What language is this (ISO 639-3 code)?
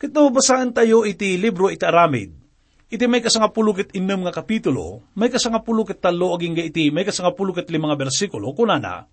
ilo